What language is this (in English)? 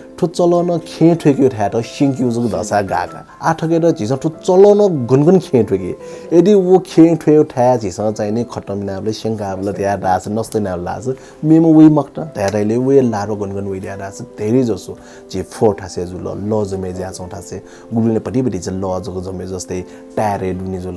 Newari